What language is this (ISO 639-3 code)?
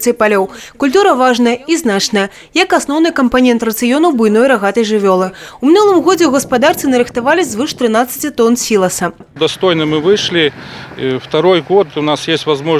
bel